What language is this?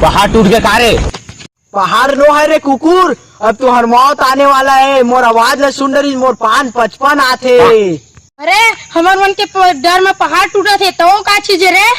Chhattisgarhi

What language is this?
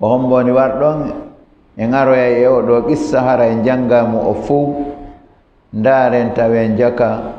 Fula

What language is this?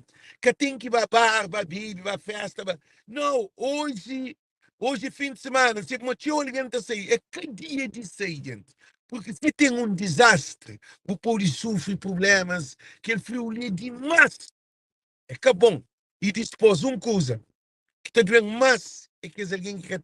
Kabuverdianu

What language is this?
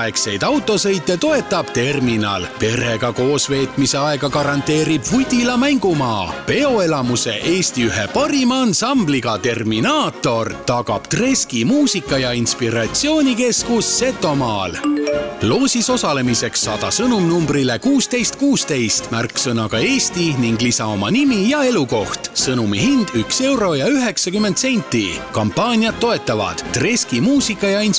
Estonian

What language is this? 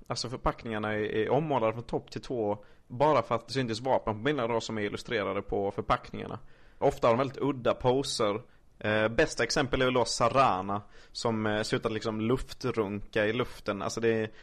Swedish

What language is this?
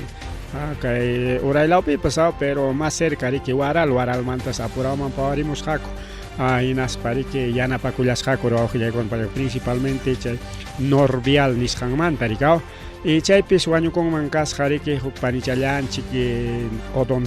Ayacucho Quechua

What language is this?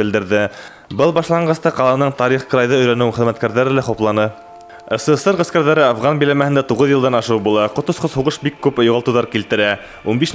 Bashkir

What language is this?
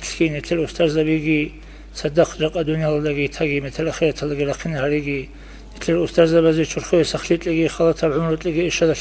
Avaric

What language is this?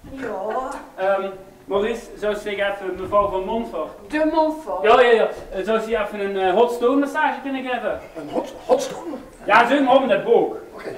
Limburgish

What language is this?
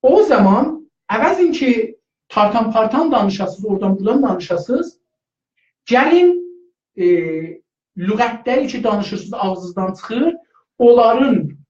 South Azerbaijani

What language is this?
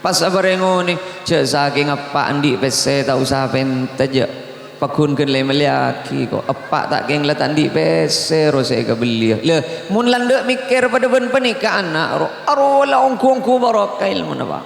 Madurese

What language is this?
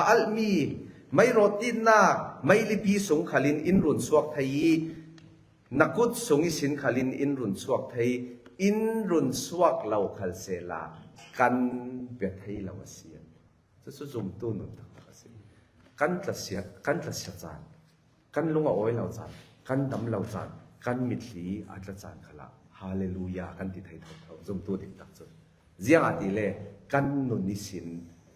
Falam Chin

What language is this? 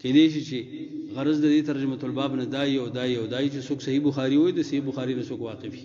Pashto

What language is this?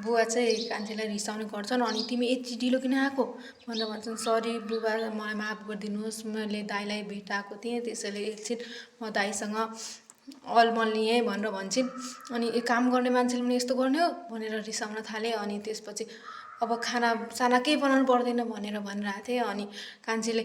Nepali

